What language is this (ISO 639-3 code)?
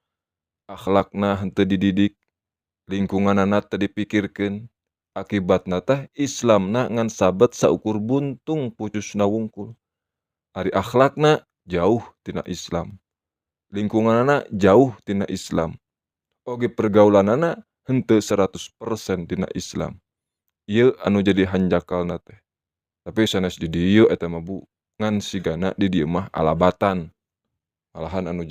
sun